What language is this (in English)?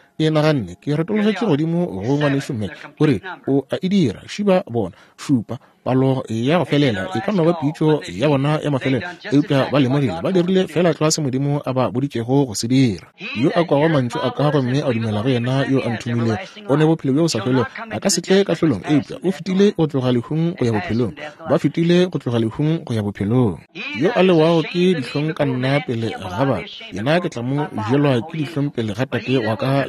Northern Sotho